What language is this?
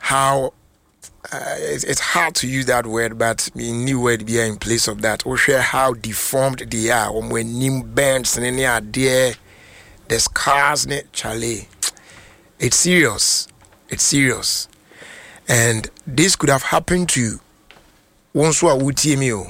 Akan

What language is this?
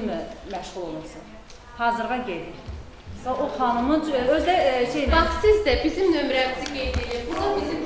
Azerbaijani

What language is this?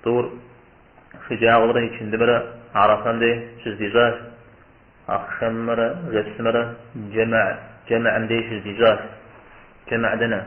Kabardian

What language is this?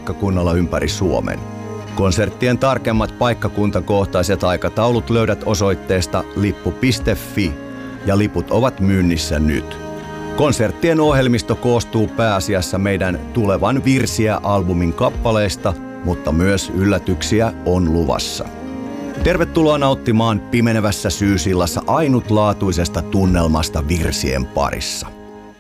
Finnish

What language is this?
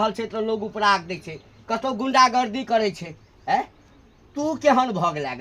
Maithili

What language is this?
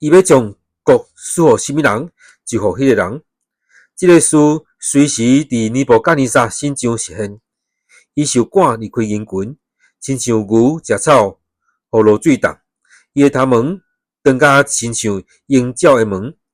Min Nan Chinese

